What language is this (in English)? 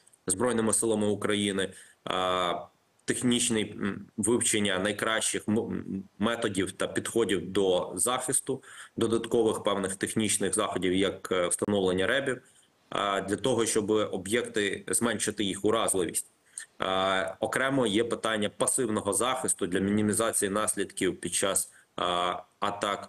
Ukrainian